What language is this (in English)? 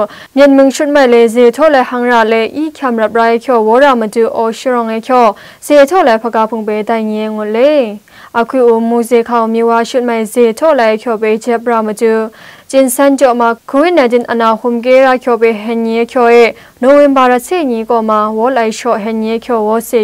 Zaiwa